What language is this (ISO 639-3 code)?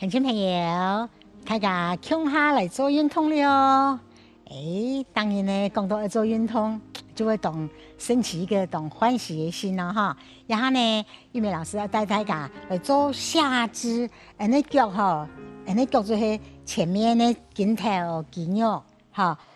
hak